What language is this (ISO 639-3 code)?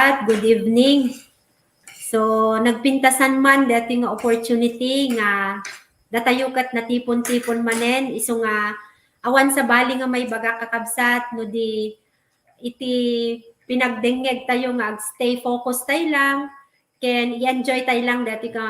ilo